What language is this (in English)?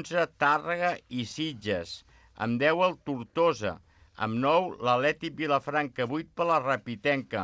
Catalan